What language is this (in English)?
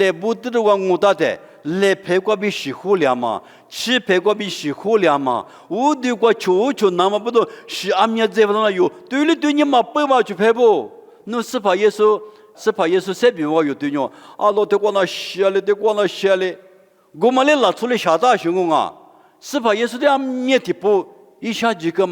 Lisu